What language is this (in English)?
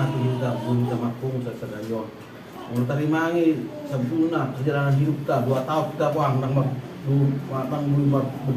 Batak Toba